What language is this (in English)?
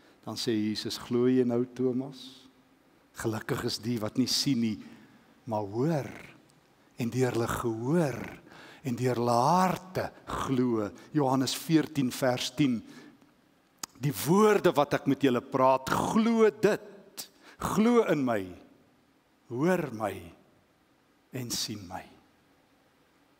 Afrikaans